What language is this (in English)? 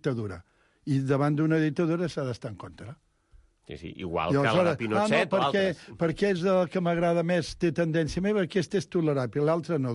Catalan